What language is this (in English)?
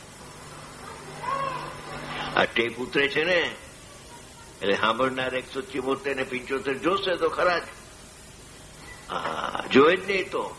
Gujarati